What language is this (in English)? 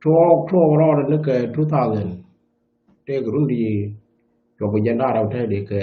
Nuer